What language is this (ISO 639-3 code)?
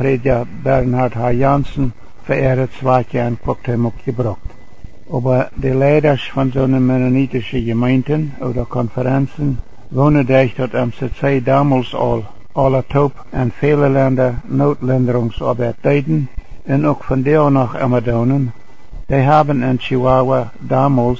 pdt